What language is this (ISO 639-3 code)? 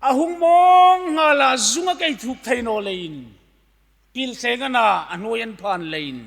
hmr